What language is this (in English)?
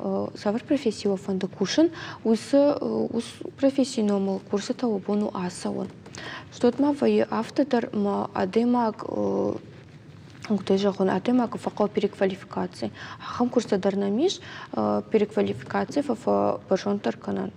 Ossetic